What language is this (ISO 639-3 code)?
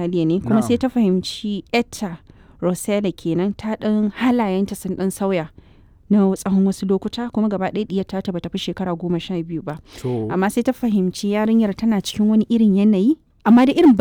hau